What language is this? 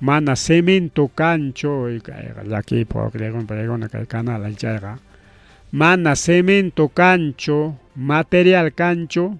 Ayacucho Quechua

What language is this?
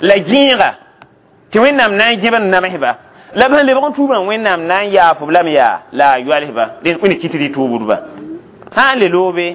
Mossi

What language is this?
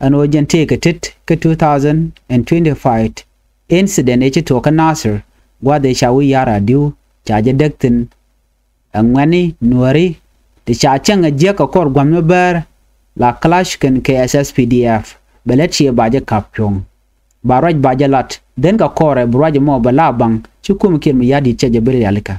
Nuer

